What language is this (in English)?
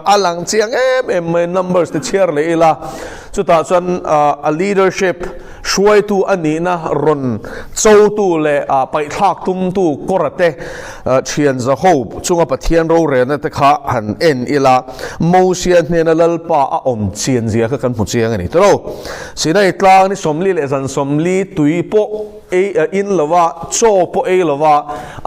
Mizo